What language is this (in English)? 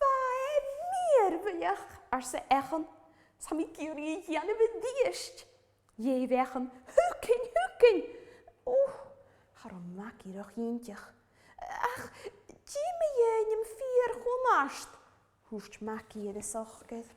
Scottish Gaelic